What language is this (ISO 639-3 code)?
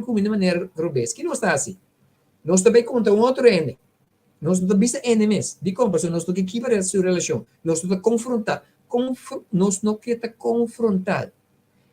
pap